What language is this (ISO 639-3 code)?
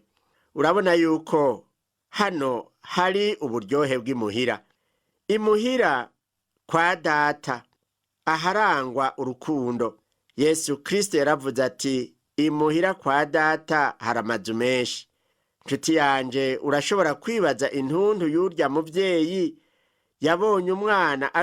run